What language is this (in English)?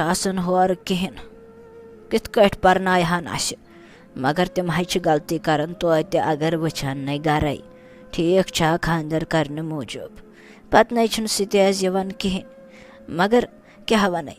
Kashmiri